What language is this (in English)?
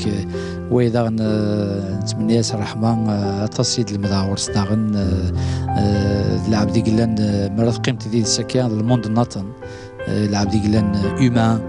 Kabyle